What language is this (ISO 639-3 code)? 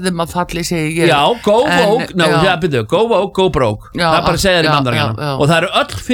isl